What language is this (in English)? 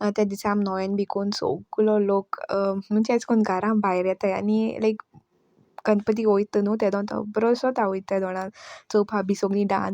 Konkani